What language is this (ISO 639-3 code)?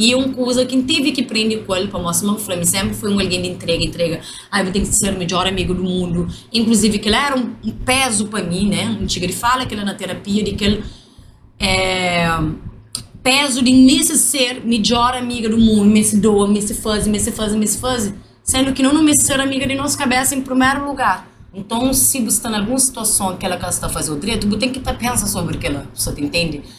kea